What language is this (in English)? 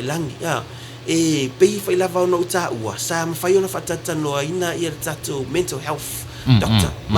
Samoan